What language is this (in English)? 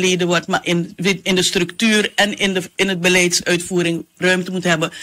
Dutch